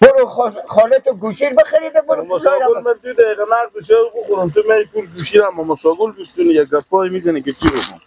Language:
Persian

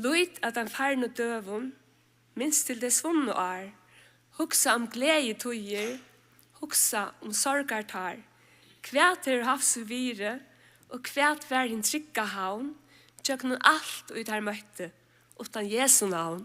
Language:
Faroese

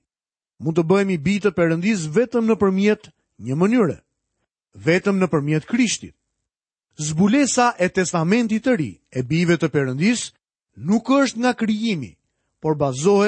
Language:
Albanian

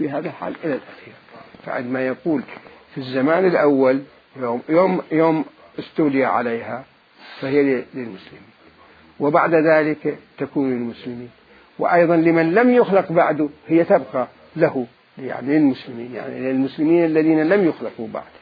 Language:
Mesopotamian Arabic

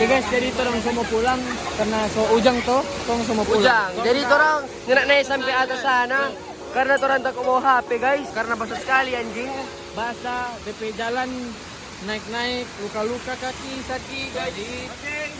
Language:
Manado Malay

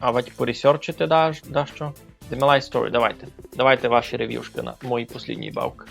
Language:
Rusyn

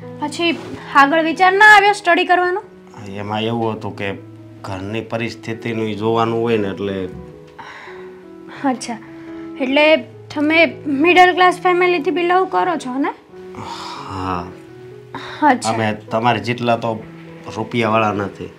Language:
Gujarati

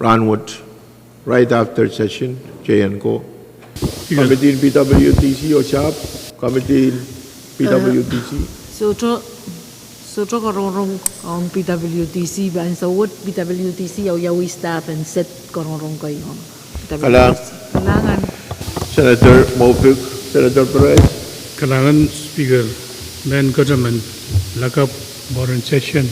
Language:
Pohnpeian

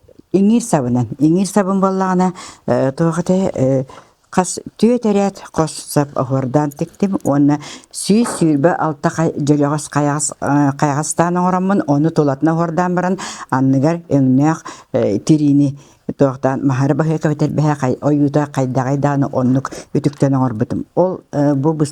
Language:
Yakut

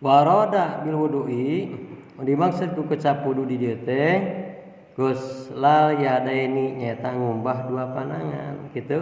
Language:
Sundanese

